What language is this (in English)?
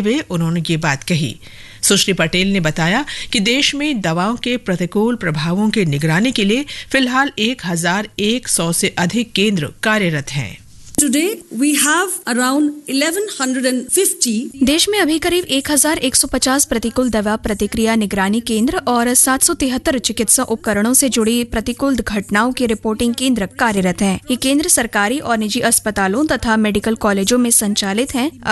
Hindi